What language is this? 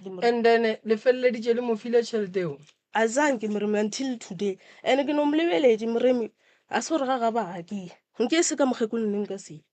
Northern Sotho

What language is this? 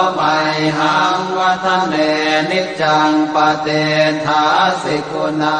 Pali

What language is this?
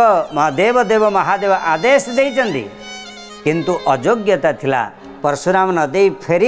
Odia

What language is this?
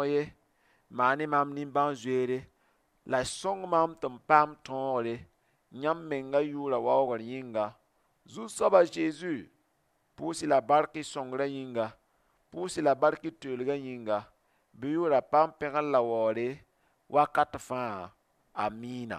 Mossi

